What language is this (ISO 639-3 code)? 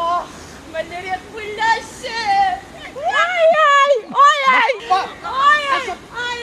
chv